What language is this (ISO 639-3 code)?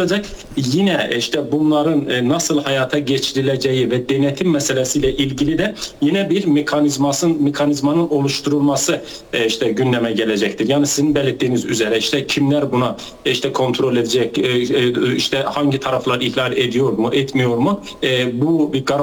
tur